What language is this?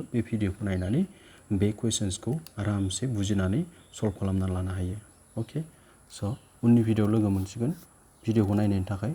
Bodo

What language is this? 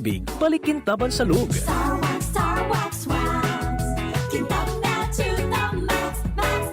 Bikol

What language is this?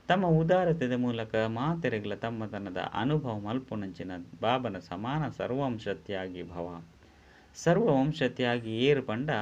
Tulu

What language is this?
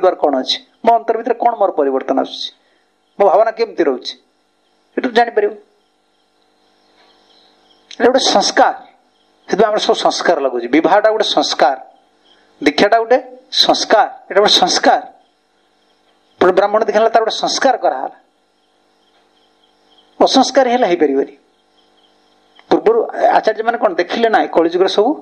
Odia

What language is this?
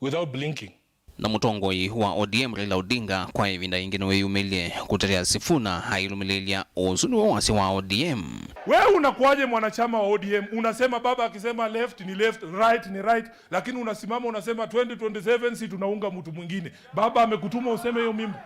Kamba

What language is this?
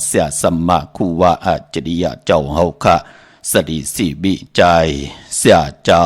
Shan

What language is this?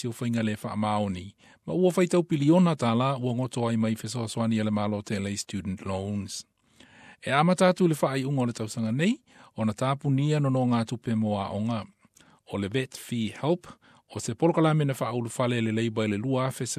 Samoan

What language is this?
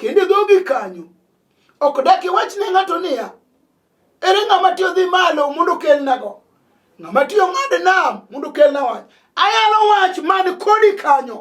Luo (Kenya and Tanzania)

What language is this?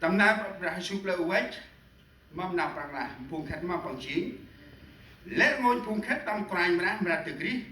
Central Mnong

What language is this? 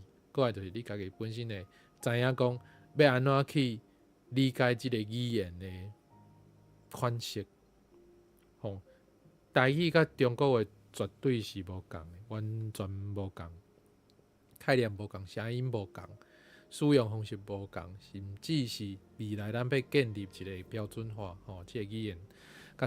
Min Nan Chinese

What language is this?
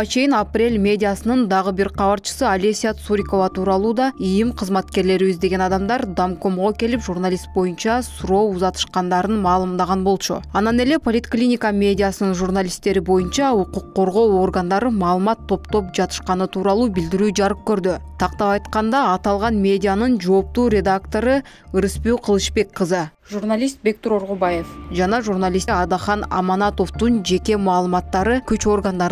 Kyrgyz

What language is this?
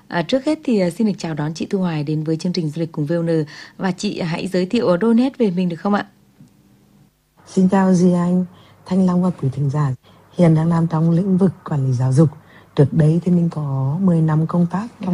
Vietnamese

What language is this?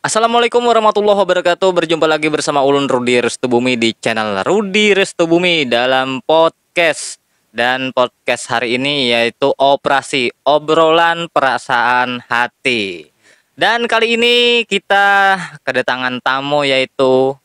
Banjar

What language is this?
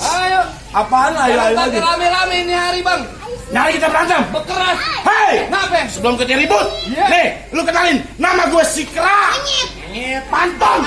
Betawi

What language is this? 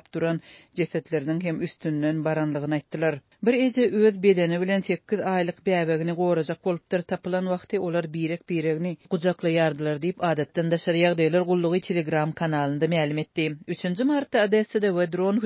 Turkmen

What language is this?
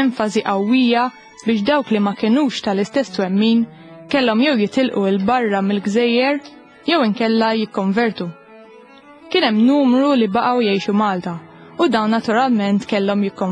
Maltese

